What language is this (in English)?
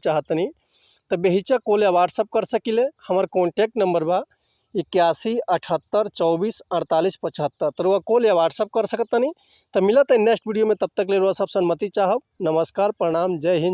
Bhojpuri